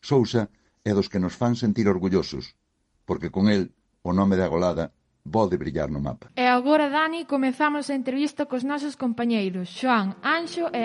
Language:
Galician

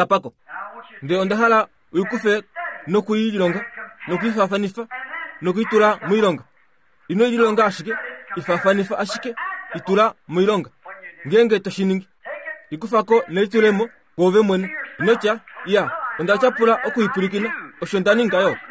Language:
Kuanyama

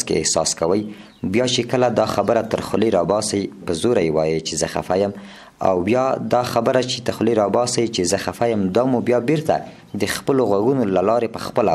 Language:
Pashto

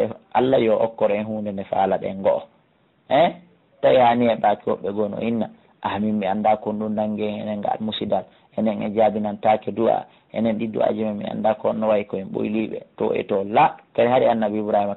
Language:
Fula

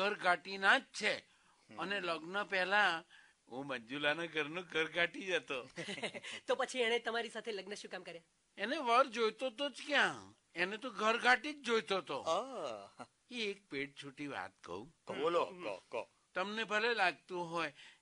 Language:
Gujarati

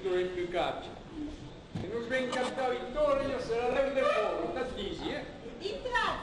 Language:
Occitan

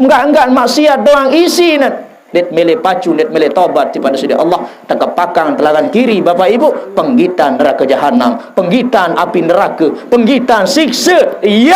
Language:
Sasak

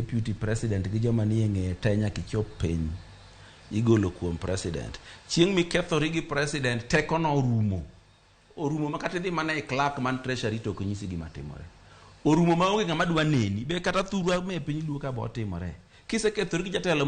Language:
Luo (Kenya and Tanzania)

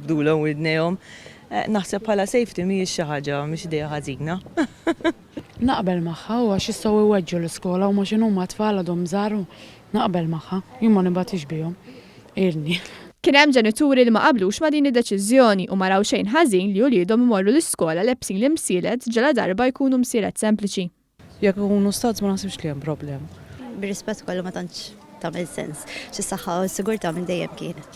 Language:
Maltese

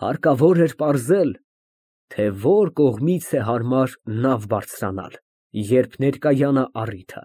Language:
Armenian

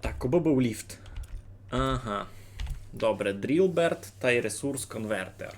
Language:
Rusyn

